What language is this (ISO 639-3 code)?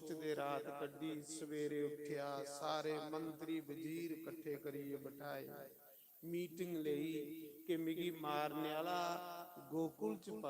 doi